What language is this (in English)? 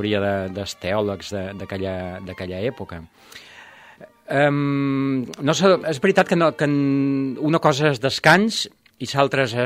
Catalan